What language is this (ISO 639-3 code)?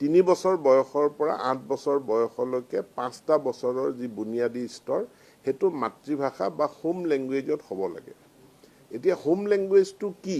asm